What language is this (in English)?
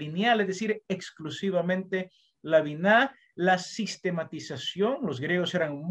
Spanish